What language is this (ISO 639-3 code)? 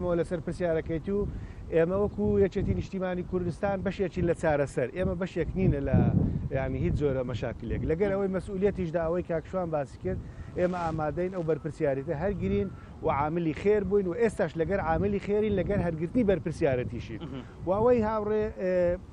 ckb